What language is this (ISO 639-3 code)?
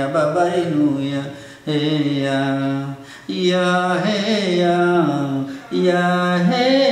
swa